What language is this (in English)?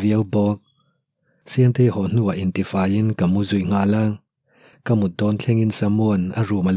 Mizo